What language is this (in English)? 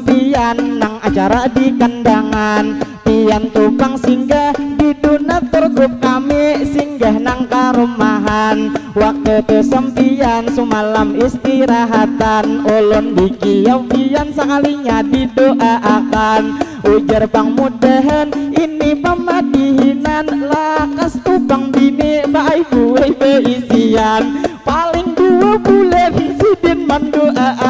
Banjar